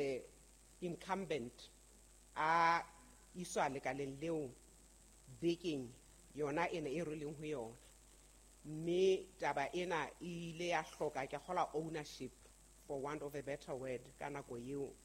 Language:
Southern Sotho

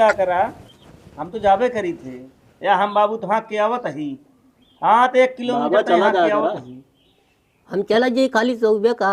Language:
Awadhi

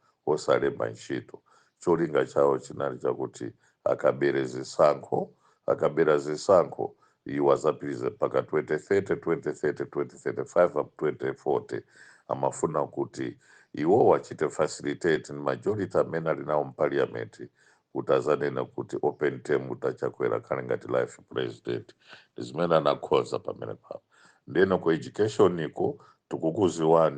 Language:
Nyanja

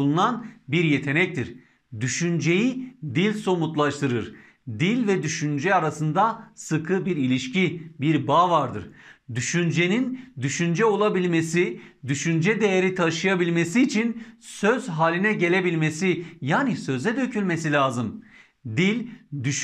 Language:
Turkish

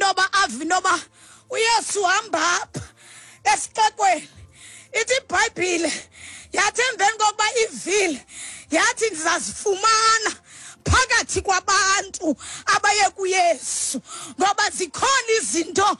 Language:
Xhosa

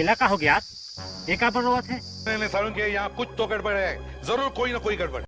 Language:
Chhattisgarhi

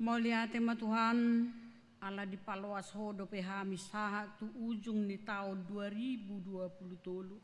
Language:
Batak Toba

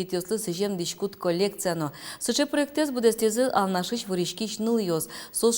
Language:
Udmurt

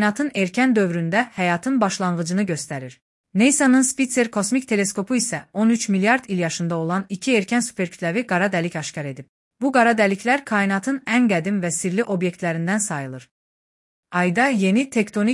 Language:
Azerbaijani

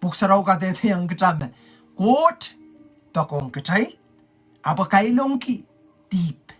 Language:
Pohnpeian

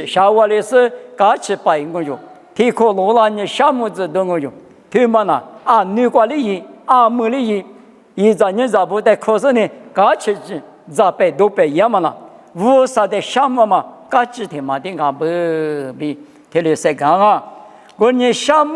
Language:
Lisu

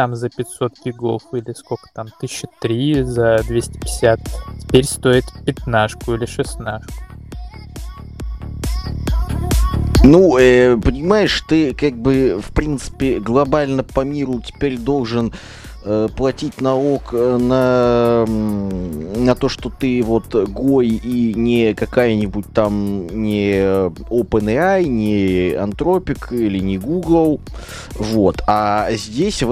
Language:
Russian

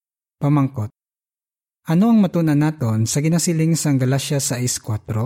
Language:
Hiligaynon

